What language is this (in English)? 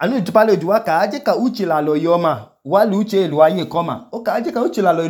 Idoma